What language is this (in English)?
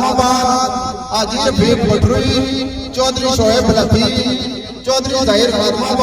Pahari-Potwari